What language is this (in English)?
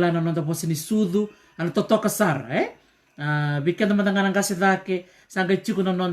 Fijian